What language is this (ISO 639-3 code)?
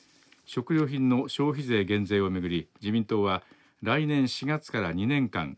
jpn